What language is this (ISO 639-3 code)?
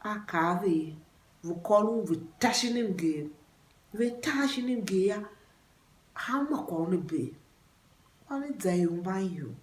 tiv